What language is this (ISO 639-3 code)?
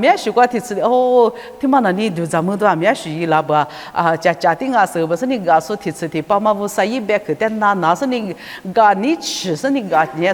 lis